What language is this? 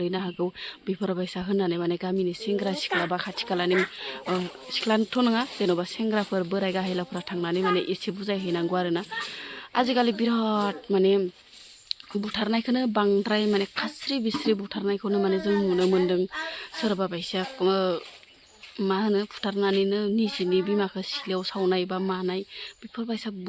Bodo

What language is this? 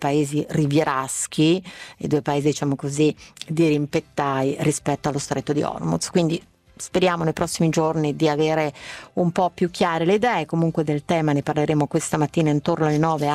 Italian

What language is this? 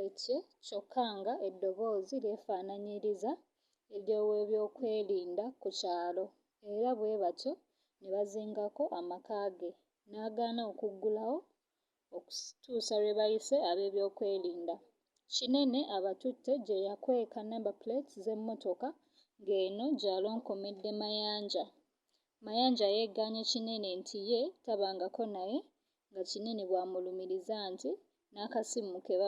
Ganda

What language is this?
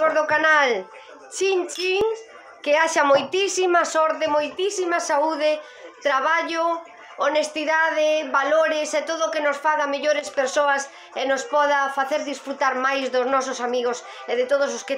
Galician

